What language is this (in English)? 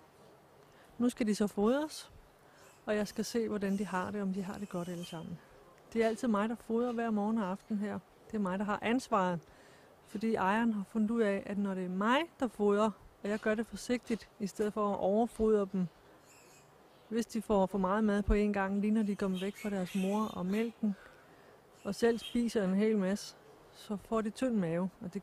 Danish